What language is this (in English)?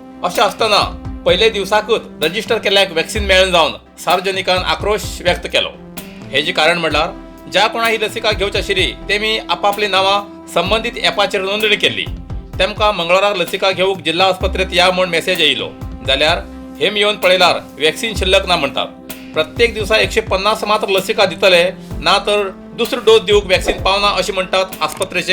Konkani